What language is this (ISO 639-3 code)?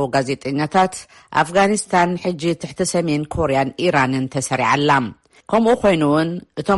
tir